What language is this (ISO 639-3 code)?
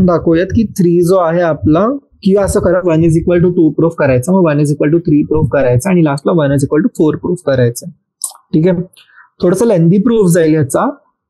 mar